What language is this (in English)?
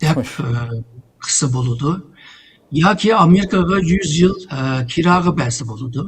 Uyghur